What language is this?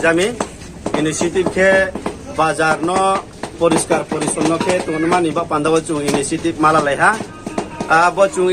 Riang (India)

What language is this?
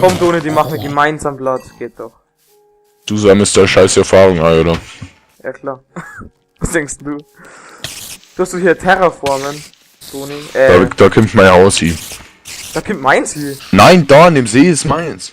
Bavarian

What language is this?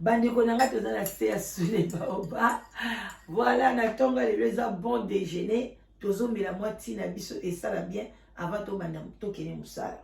Lingala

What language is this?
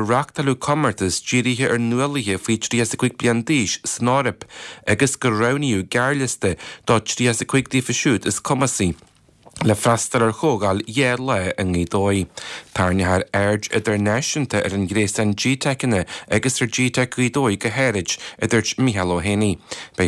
Irish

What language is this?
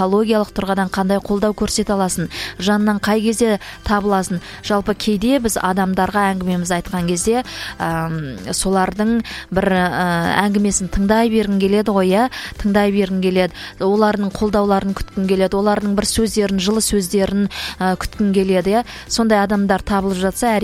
Kazakh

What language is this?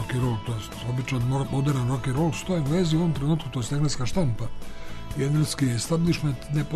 Serbian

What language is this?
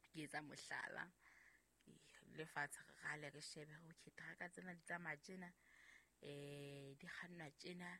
Southern Sotho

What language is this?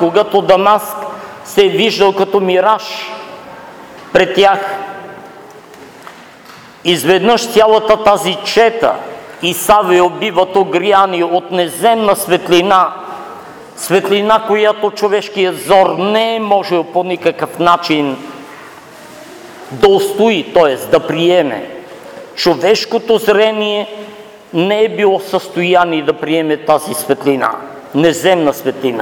Bulgarian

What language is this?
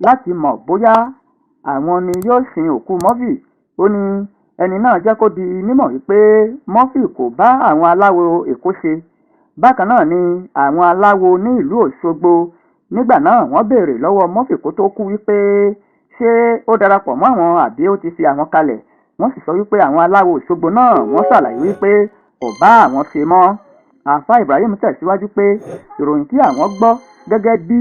Yoruba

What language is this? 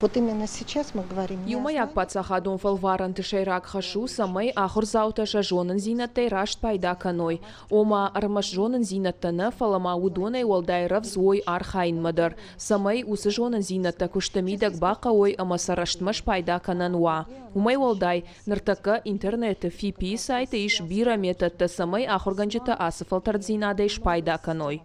Ossetic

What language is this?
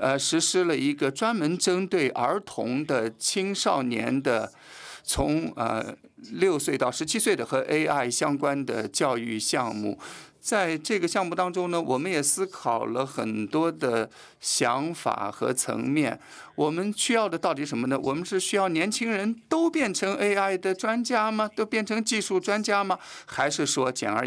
Chinese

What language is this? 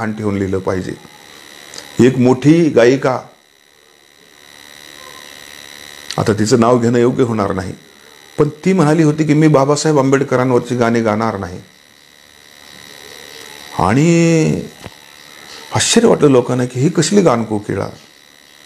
Marathi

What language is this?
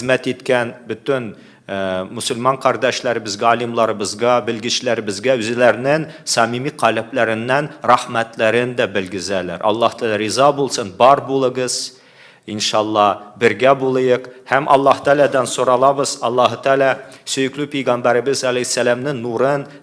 Tatar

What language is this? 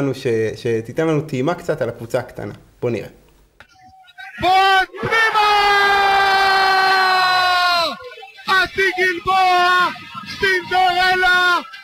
Hebrew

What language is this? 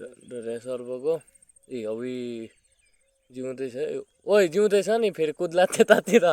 Nepali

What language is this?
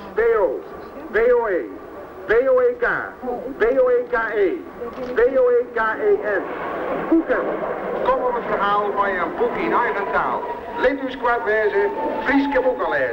Western Frisian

